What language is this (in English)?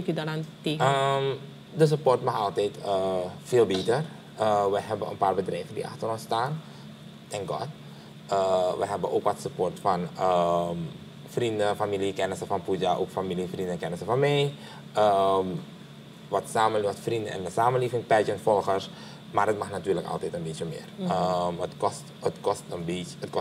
Dutch